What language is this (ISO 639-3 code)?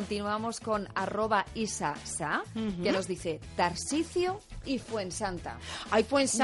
spa